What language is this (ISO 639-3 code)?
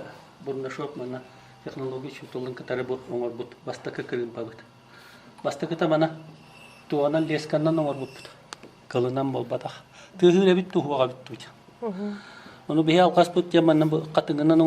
sah